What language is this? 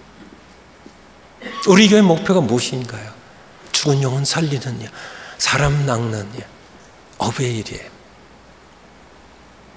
Korean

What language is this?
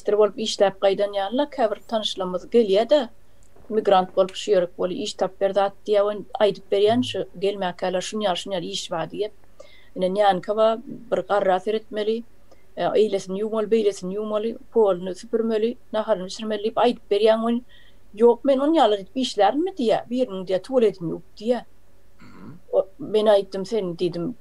Turkmen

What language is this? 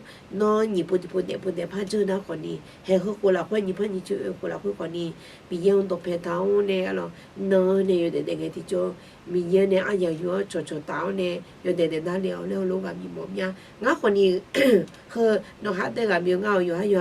Akha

